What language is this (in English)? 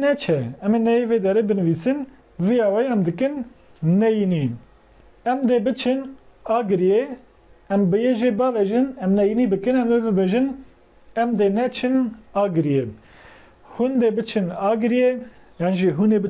Kurdish